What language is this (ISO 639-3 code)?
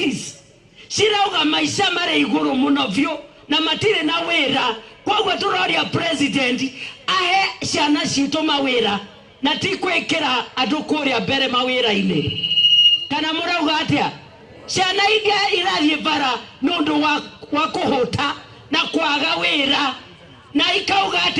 kik